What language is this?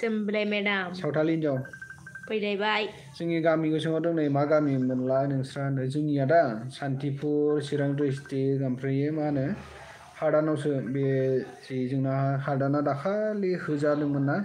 Bodo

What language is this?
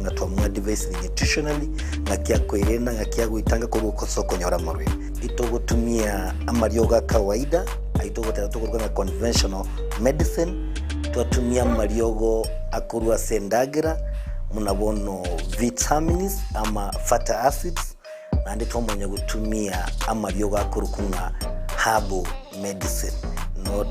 Gusii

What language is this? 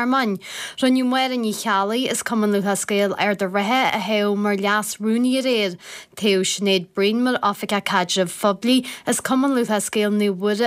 Irish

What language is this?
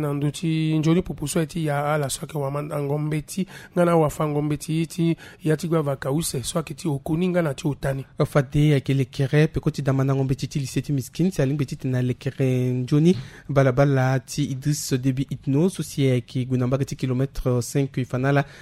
Sango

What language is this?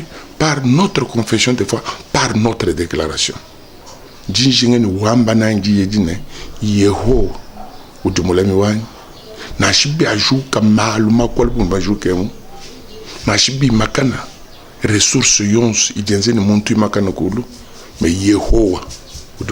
Luba-Lulua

